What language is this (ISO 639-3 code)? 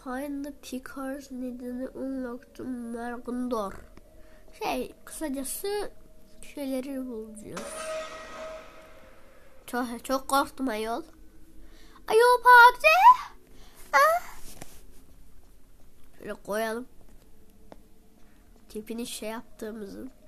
tur